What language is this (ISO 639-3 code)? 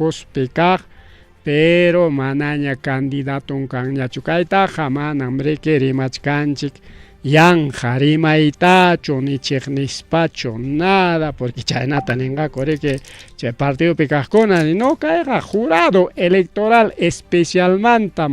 quy